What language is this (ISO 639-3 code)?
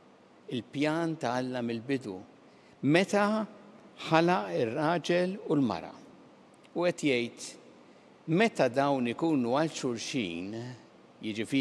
mlt